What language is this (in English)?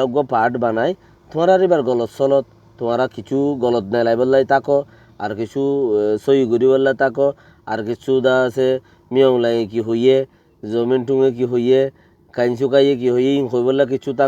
Rohingya